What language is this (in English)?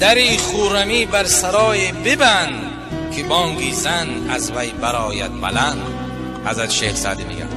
Tajik